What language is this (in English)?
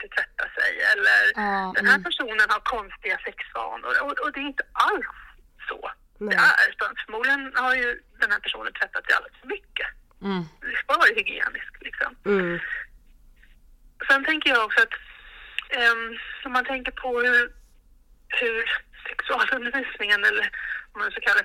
Swedish